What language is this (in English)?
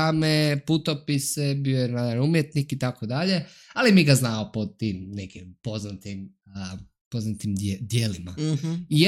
Serbian